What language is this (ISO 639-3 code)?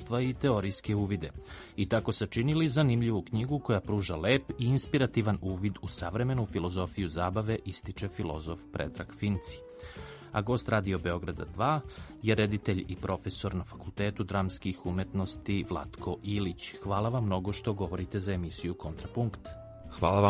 srp